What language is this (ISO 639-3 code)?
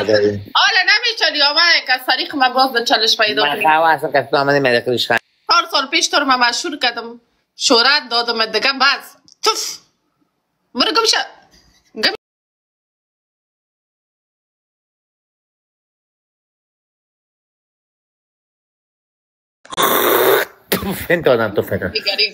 fas